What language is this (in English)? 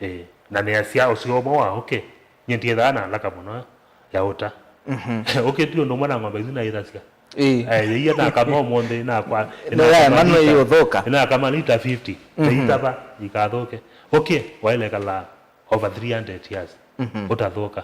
Kamba